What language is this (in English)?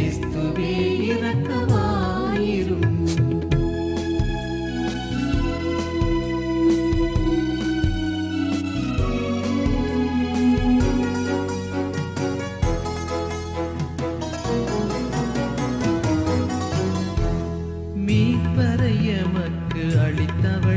Tamil